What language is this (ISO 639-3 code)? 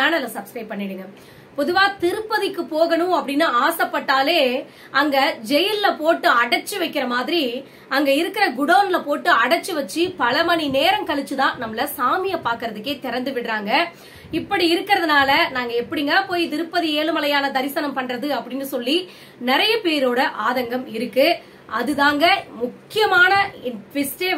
tam